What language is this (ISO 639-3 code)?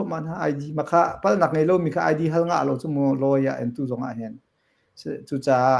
cnh